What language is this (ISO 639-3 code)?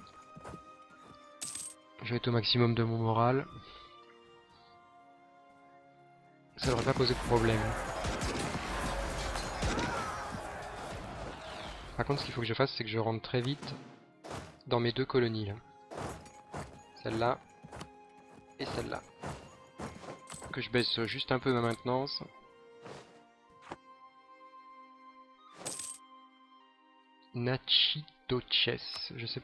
fra